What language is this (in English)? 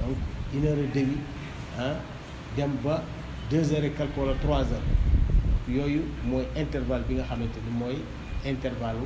Wolof